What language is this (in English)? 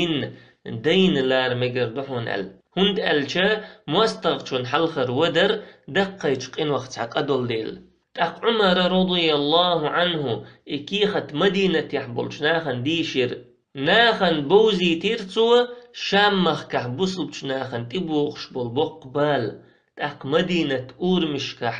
Chechen